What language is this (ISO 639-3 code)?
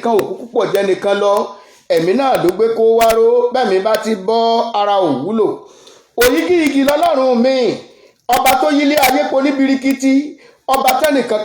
yor